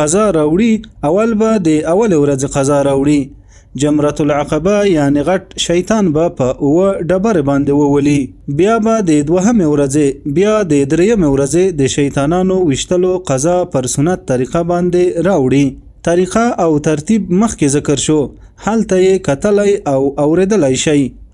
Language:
Pashto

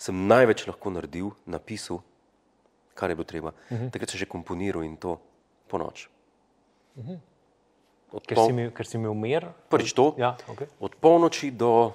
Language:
Slovenian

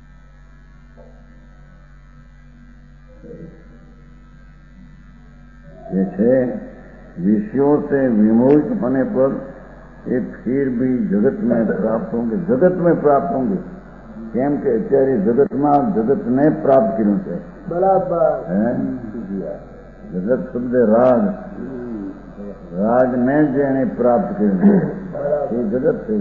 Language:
Gujarati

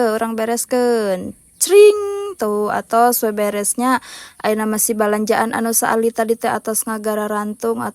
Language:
Sundanese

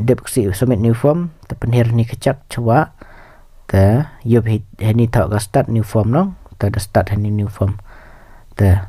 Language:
Khasi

